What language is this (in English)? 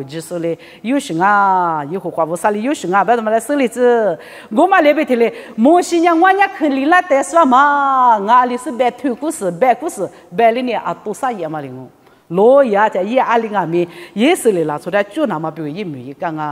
Lisu